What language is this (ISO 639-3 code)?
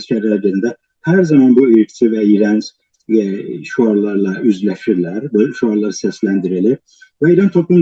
azb